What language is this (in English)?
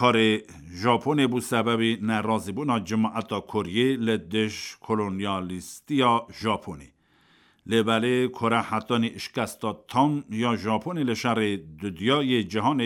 Kurdish